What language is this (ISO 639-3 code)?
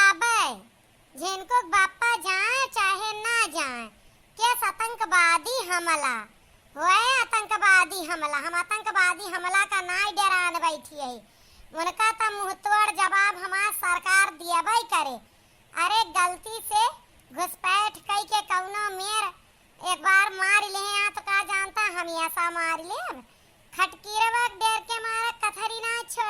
awa